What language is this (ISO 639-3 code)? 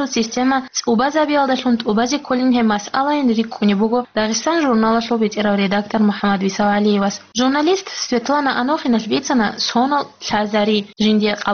ava